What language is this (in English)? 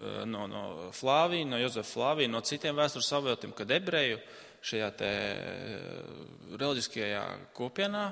Latvian